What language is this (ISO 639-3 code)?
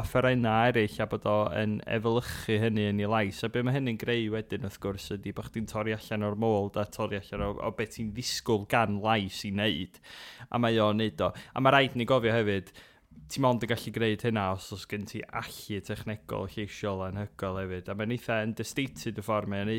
cym